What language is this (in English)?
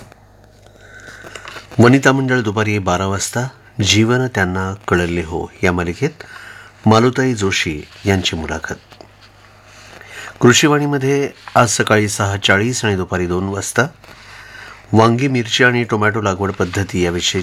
Marathi